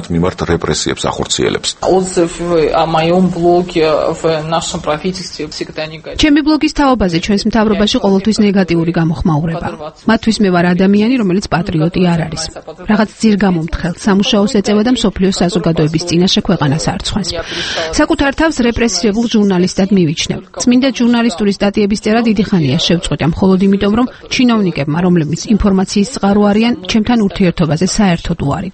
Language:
Georgian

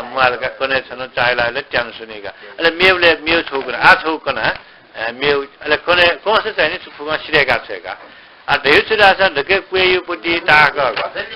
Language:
Newari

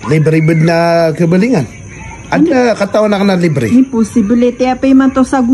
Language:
Maranao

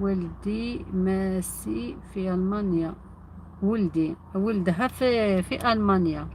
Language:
Algerian Arabic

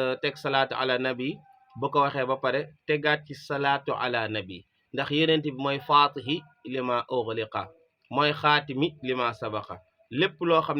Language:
Wolof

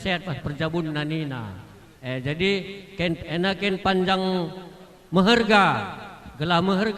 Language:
Batak Karo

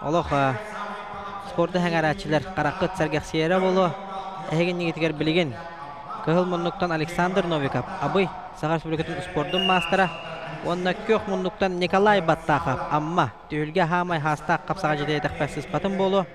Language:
Yakut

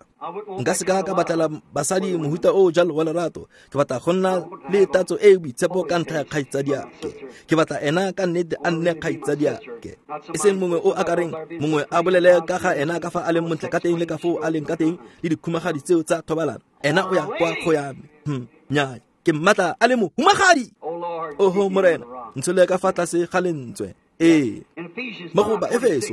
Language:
Tswana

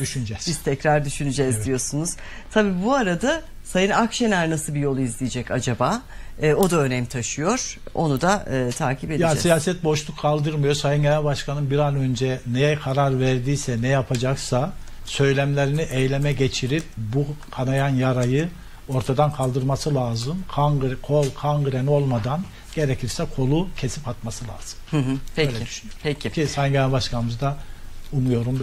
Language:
Turkish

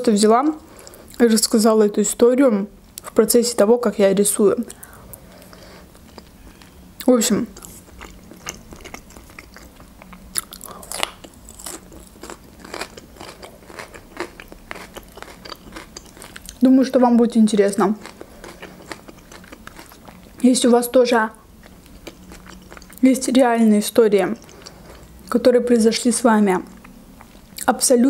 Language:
Russian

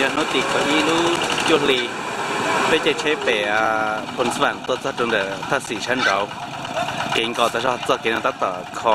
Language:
Hmong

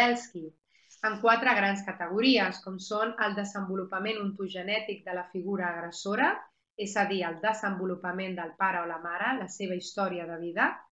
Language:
Catalan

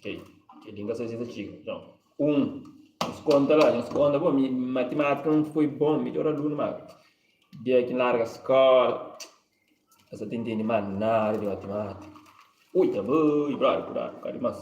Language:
Kabuverdianu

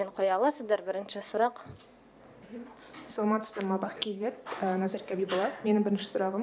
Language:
Kazakh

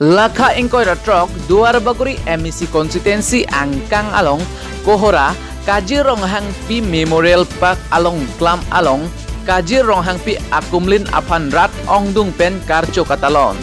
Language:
Karbi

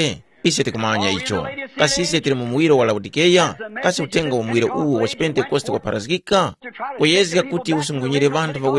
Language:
Tumbuka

